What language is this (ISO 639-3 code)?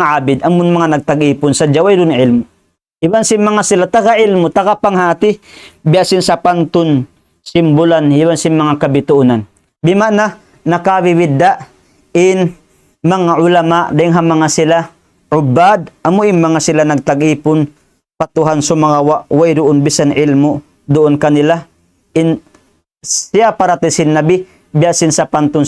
tsg